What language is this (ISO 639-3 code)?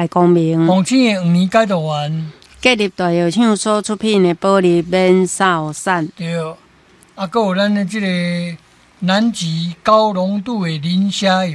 nan